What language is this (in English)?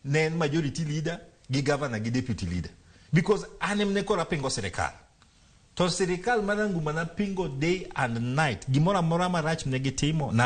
Luo (Kenya and Tanzania)